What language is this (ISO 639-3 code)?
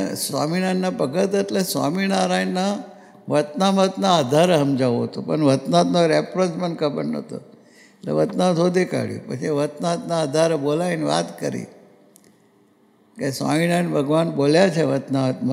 guj